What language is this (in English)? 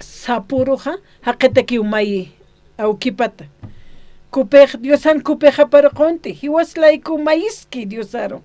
Aymara